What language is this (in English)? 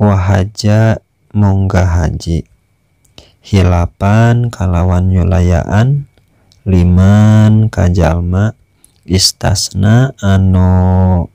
Sundanese